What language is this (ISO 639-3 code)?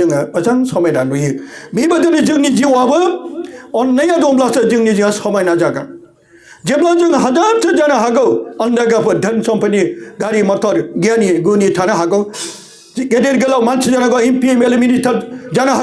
brx